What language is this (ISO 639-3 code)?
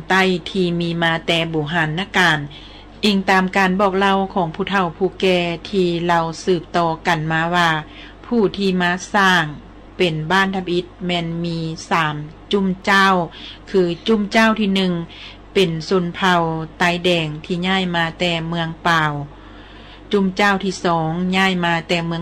lao